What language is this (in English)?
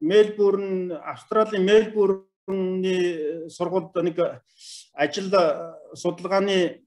Mongolian